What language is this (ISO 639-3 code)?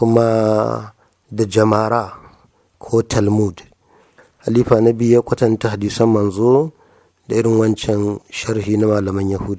hau